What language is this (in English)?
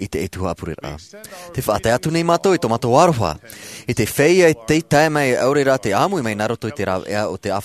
Tahitian